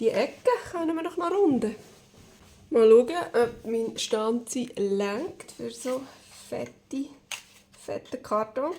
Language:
Swiss German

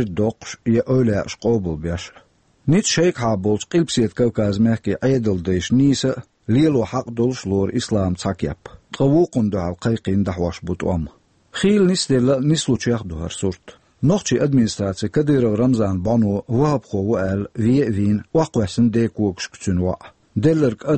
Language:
Chechen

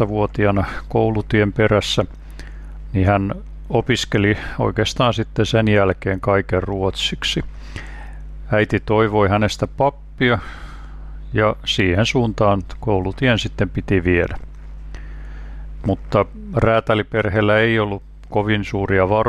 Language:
Finnish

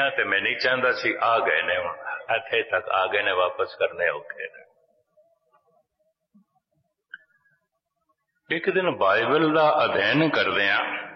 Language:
Punjabi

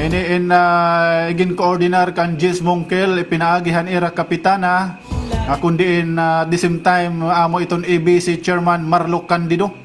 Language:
Waray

